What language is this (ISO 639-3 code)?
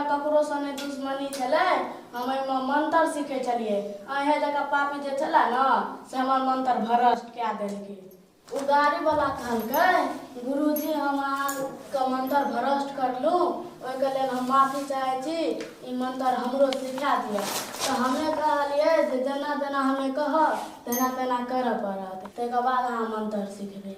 mai